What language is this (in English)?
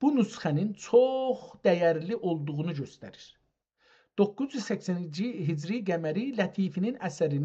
South Azerbaijani